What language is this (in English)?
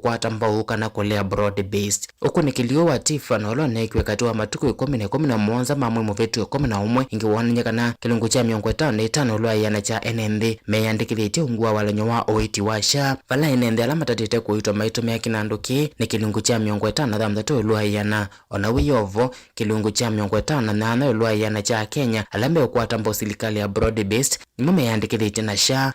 Kamba